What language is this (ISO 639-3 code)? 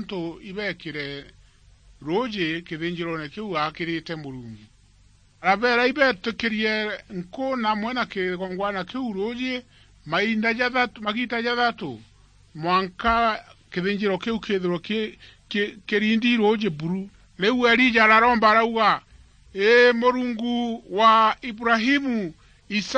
mer